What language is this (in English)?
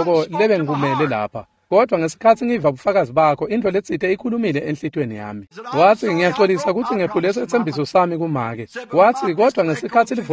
Swati